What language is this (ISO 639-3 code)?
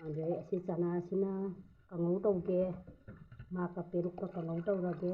mni